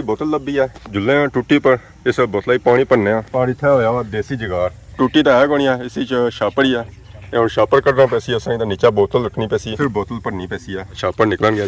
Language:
Pahari-Potwari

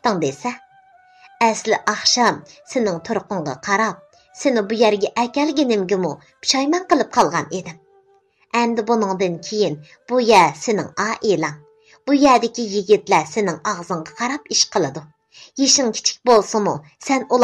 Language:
Uyghur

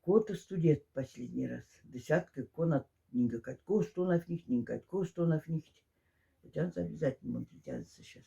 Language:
Moksha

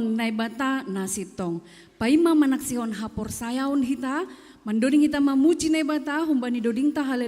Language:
Batak Simalungun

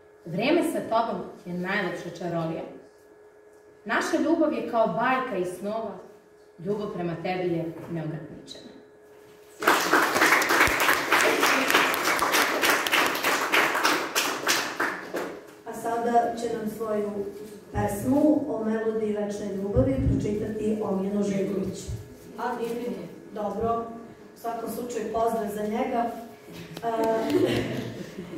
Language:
Serbian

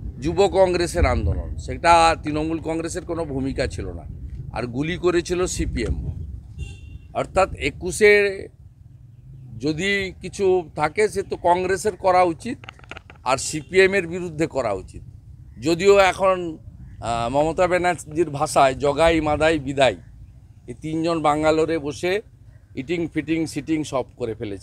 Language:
Bangla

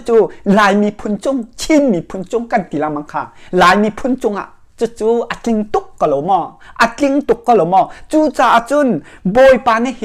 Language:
Hakha Chin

